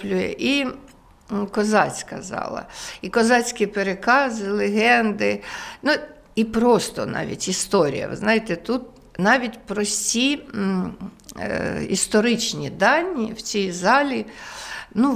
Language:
Ukrainian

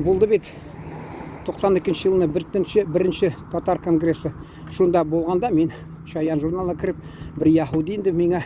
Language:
Tatar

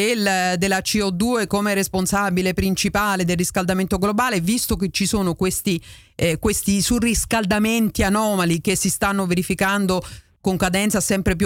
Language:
Italian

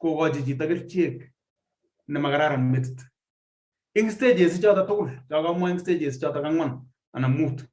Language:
Kalenjin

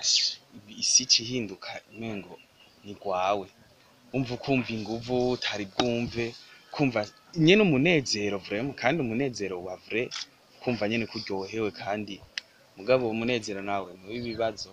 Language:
Rundi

